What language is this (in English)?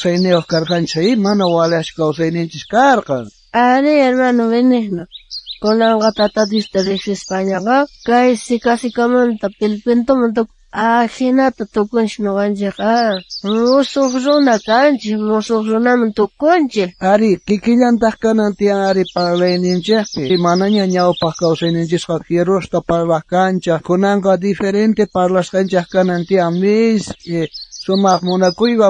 South Bolivian Quechua